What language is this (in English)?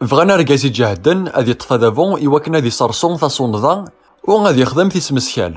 Kabyle